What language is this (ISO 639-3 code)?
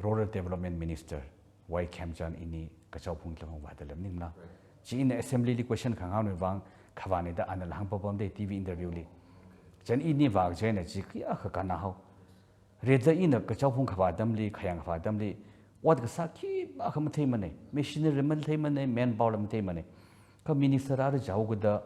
nmf